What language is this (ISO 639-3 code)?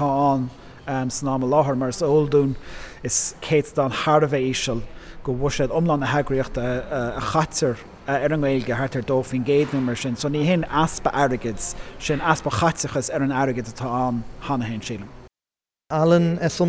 gle